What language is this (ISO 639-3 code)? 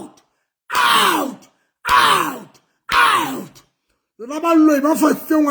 sot